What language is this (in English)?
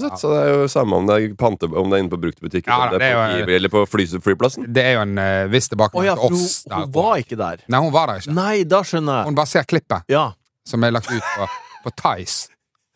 Norwegian